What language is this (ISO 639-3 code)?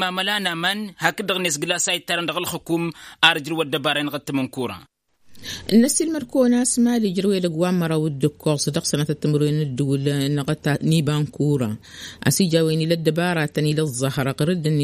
taq